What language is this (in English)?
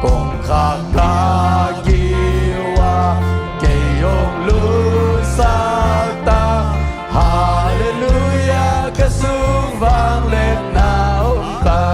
Tedim Chin